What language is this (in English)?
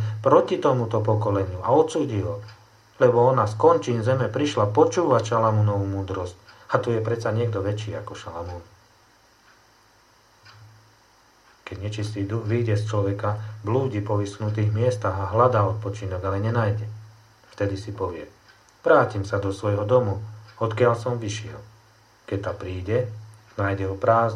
Slovak